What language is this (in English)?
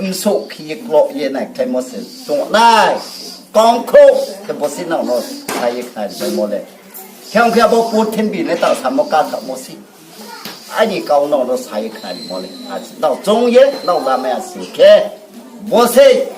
Riang (India)